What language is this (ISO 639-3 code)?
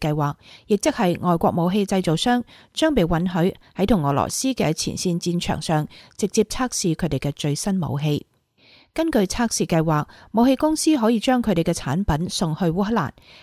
yue